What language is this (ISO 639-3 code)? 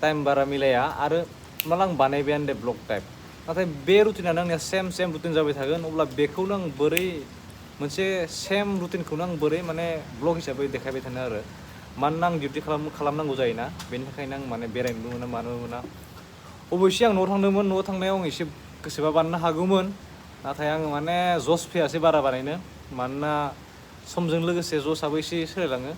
brx